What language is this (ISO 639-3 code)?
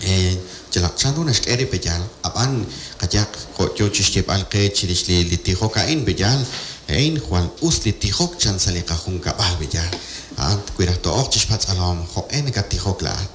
kek